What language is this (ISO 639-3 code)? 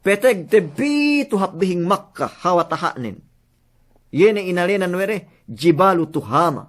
yka